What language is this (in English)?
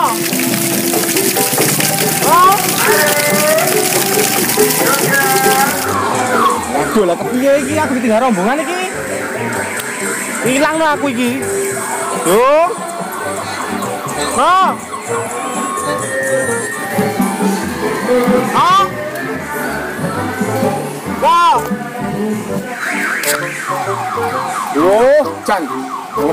Javanese